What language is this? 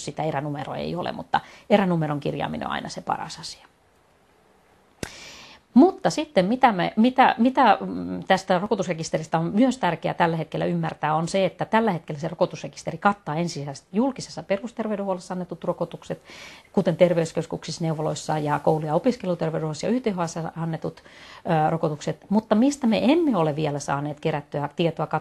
Finnish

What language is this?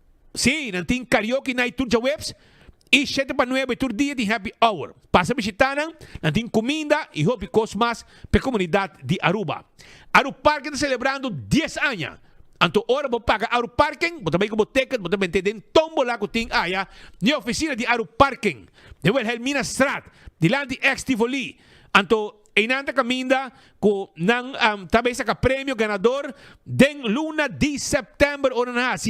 Papiamento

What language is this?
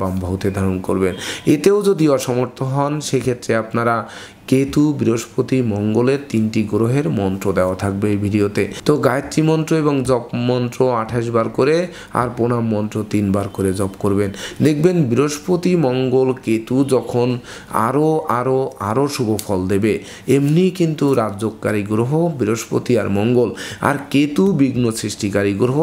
Bangla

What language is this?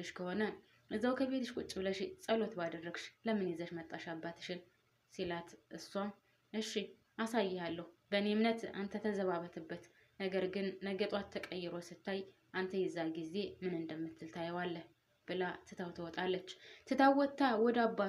Amharic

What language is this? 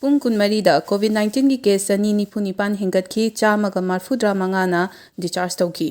Manipuri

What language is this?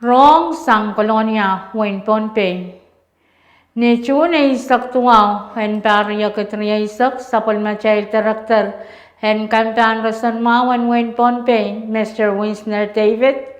Pohnpeian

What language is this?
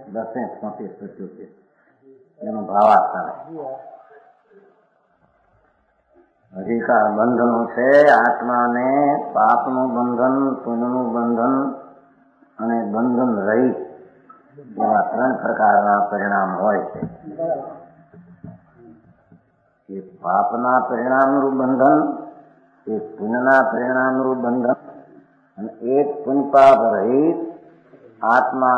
Gujarati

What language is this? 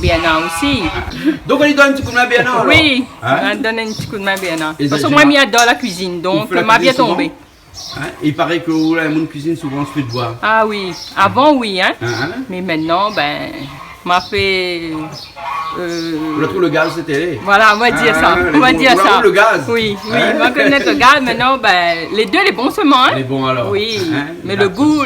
Réunion Creole French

